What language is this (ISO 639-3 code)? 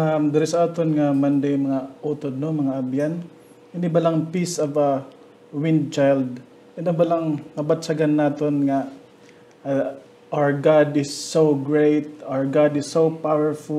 hil